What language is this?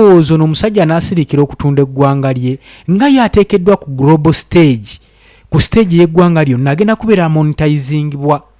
Ganda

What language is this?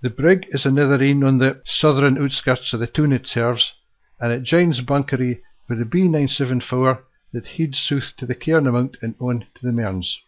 Scots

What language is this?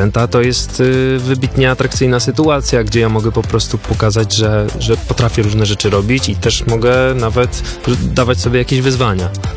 Polish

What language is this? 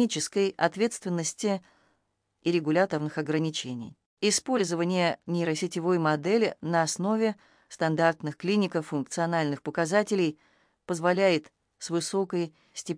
Russian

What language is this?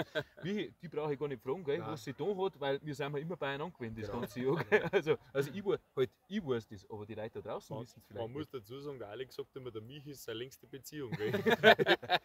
Bavarian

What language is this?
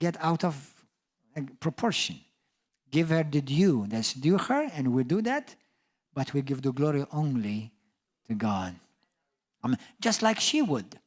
English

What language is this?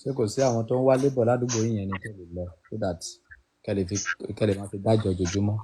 Yoruba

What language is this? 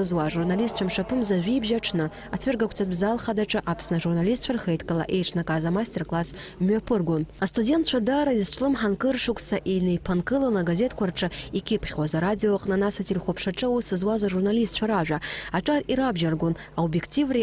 Abkhazian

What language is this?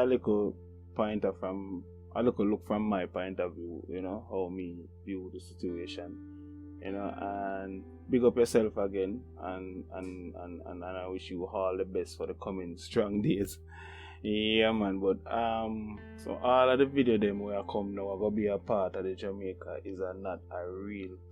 Jamaican Creole English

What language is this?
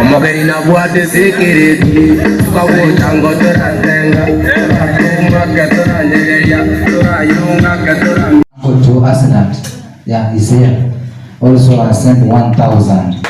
Gusii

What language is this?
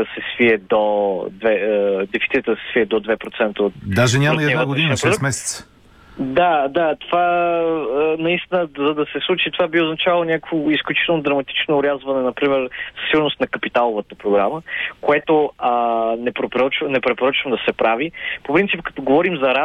Bulgarian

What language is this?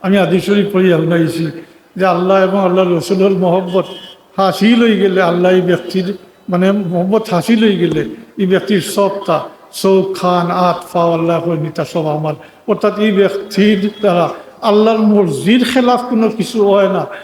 Sylheti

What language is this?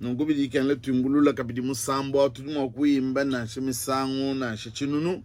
Luba-Lulua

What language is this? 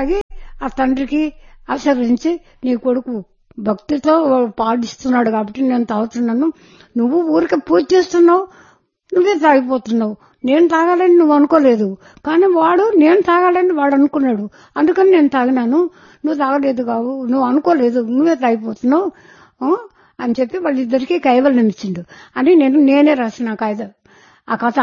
Telugu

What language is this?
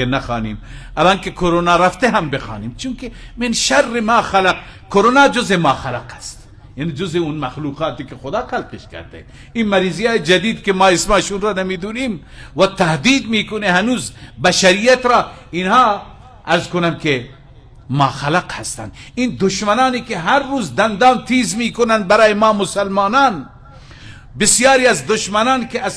Persian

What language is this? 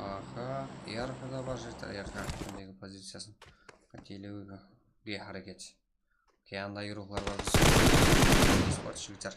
Kara-Kalpak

